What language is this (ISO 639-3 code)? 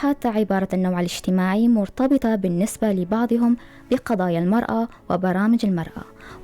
apc